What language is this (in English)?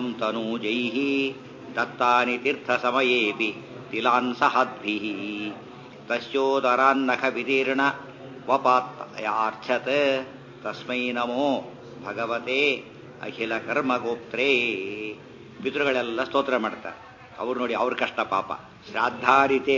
Kannada